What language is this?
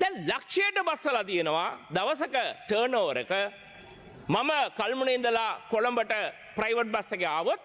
Sinhala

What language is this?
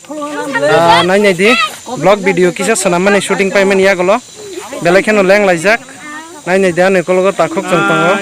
Kok Borok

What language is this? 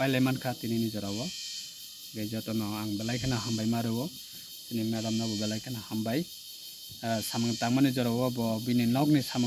Kok Borok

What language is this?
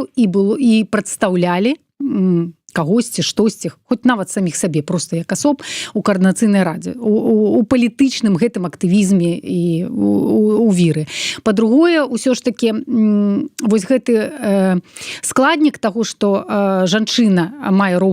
Belarusian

